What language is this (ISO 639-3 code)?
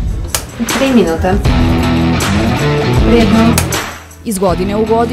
srp